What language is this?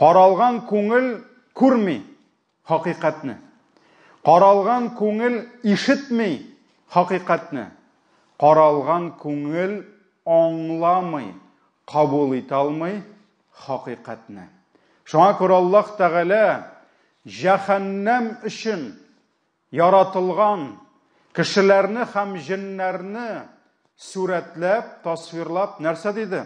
Tatar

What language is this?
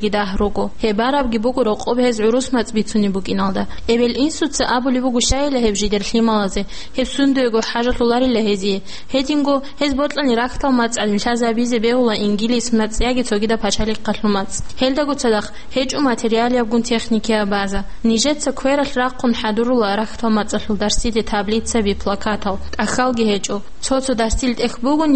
Avaric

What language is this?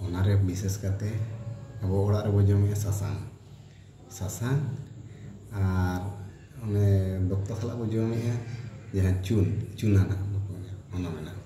Santali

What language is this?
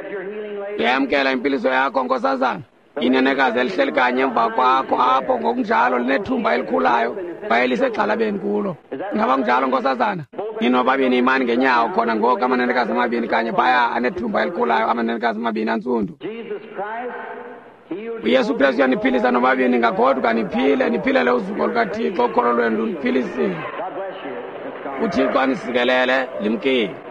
Xhosa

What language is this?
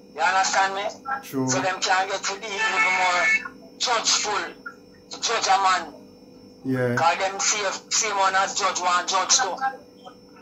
Jamaican Creole English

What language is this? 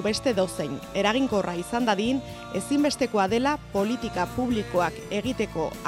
Basque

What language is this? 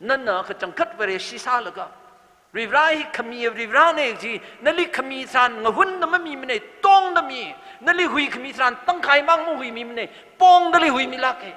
Tangkhul Naga (India)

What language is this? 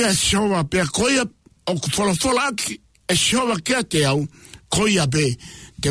Tongan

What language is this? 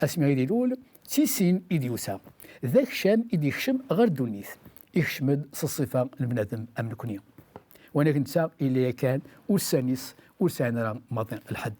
Kabyle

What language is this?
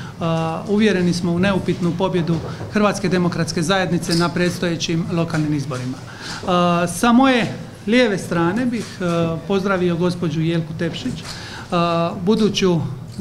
Croatian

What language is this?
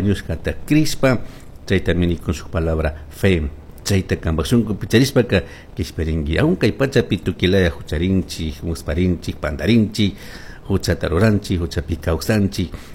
Chimborazo Highland Quichua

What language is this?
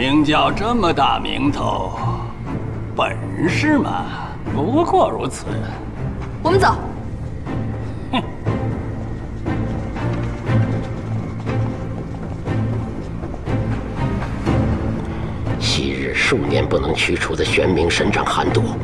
Chinese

